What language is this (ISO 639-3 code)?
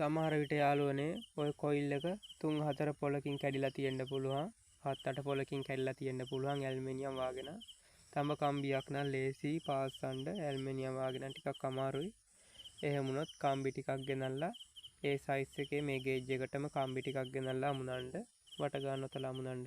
sin